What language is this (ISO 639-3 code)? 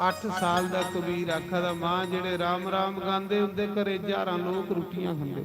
doi